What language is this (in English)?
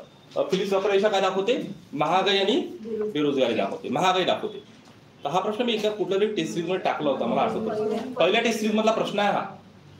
Marathi